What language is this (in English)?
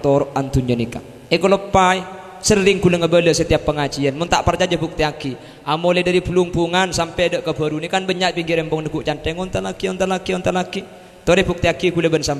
Madurese